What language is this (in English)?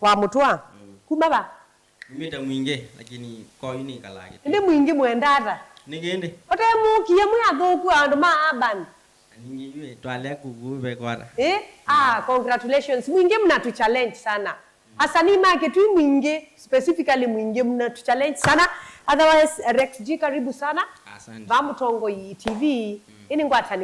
Kamba